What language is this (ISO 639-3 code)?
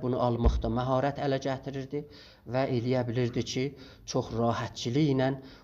azb